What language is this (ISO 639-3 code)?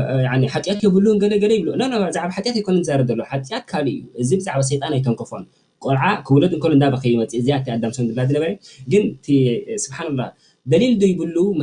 tir